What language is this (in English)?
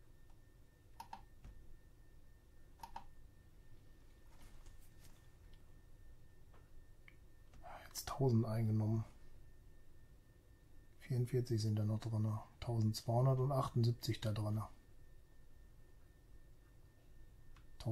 German